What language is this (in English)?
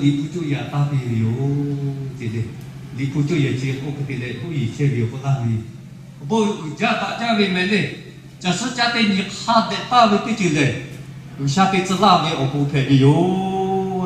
Lahu